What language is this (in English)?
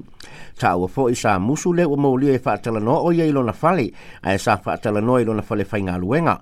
Samoan